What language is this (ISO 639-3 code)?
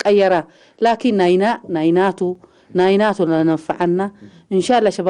tig